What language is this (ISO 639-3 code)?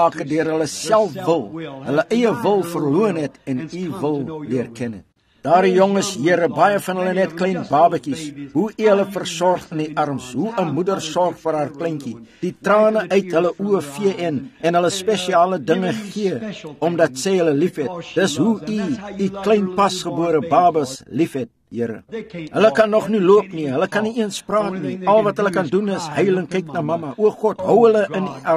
afr